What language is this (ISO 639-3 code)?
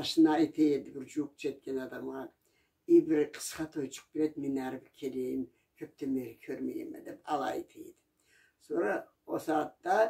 krc